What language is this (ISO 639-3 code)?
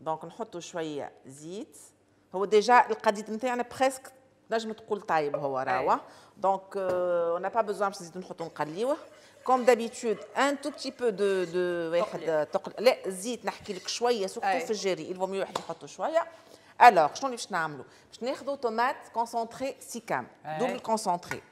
aeb